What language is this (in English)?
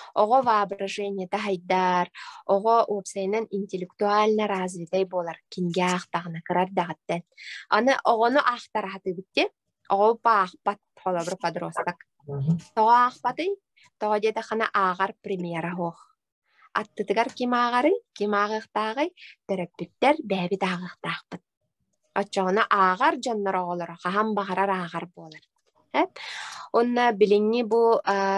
Yakut